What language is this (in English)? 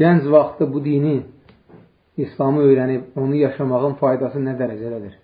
Azerbaijani